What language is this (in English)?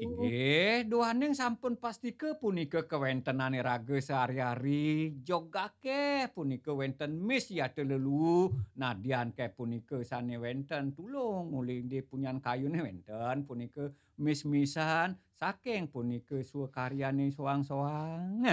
Balinese